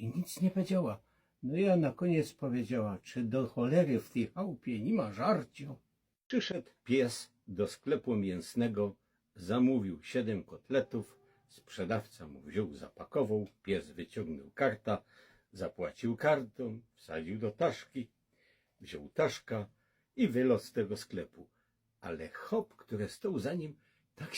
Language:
Silesian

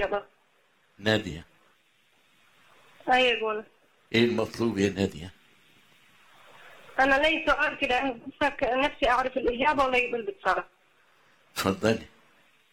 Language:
Egyptian Arabic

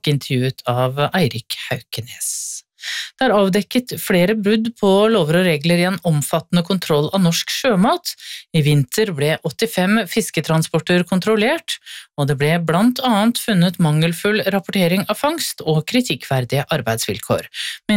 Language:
Norwegian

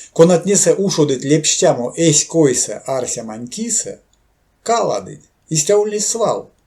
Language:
Erzya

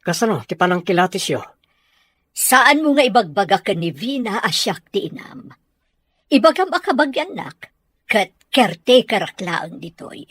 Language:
Iloko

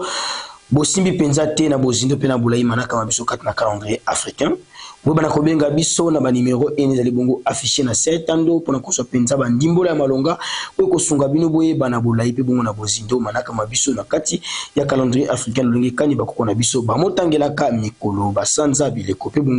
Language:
Lingala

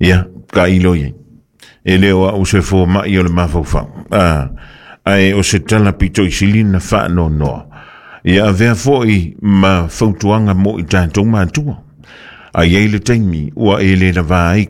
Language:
Samoan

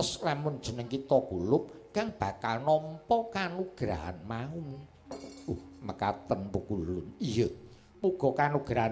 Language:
Javanese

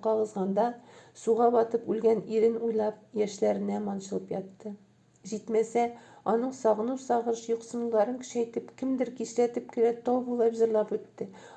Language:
Tatar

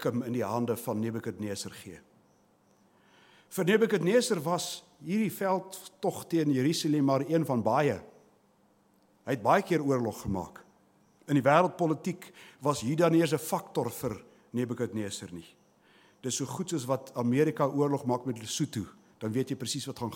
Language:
Afrikaans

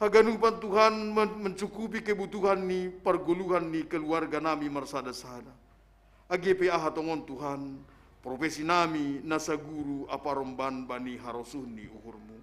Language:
Batak Simalungun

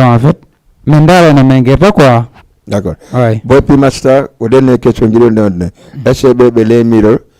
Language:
Fula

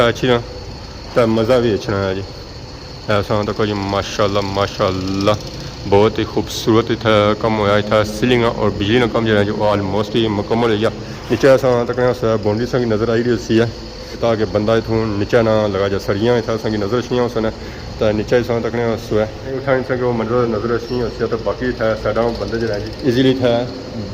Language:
Pahari-Potwari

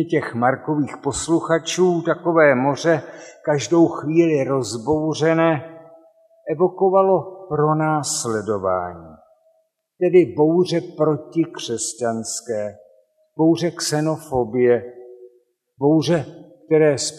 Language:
Czech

